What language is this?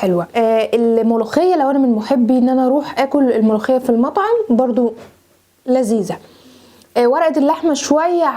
Egyptian Arabic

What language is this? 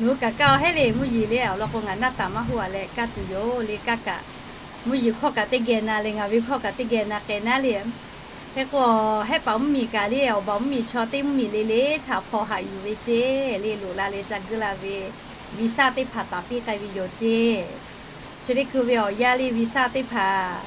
Lahu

